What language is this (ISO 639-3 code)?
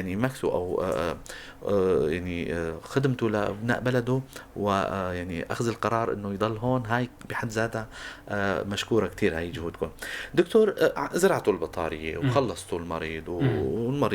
apc